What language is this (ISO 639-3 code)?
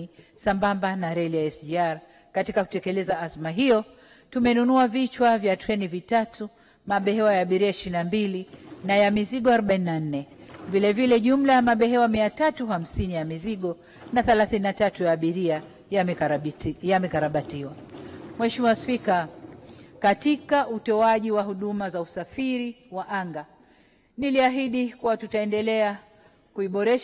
swa